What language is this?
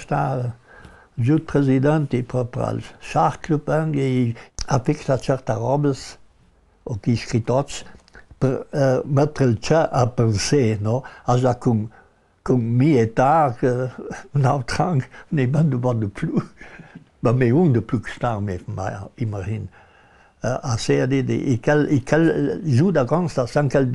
Ladin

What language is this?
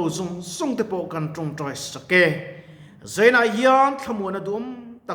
Mizo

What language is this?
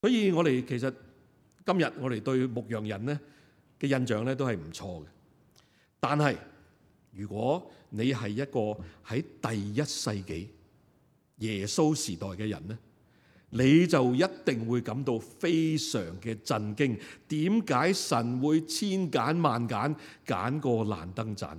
Cantonese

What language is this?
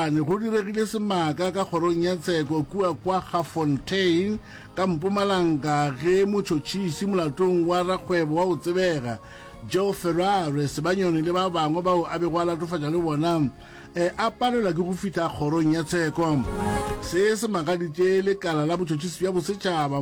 Northern Sotho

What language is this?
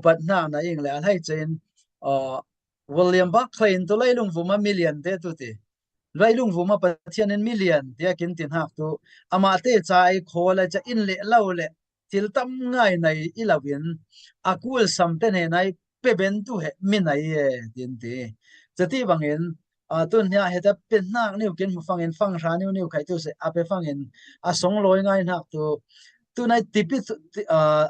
Falam Chin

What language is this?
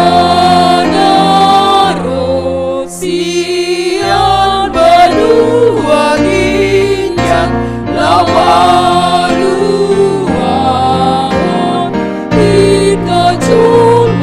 Batak Toba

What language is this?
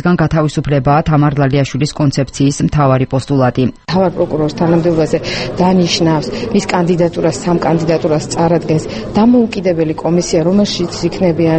Georgian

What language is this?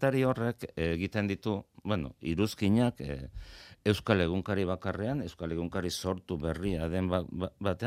Basque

